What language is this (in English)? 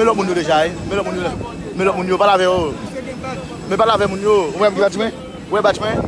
Haitian Creole